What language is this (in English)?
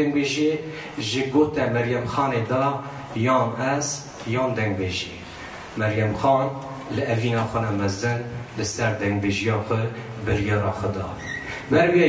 Kurdish